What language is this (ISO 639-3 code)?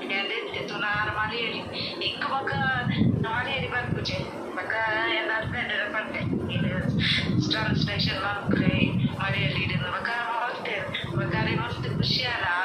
tcy